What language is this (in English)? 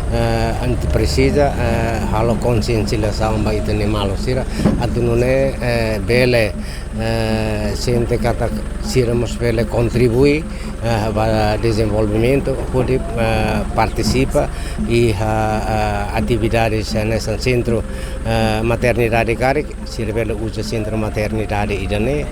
Tetum